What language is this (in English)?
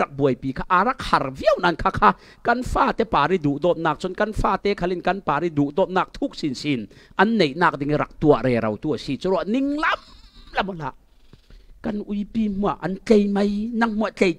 Falam Chin